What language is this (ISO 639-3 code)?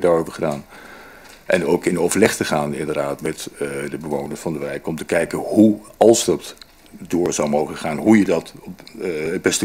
nld